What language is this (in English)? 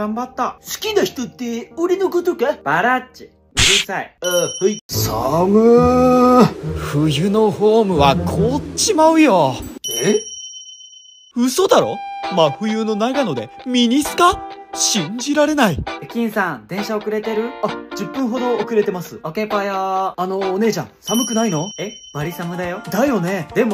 Japanese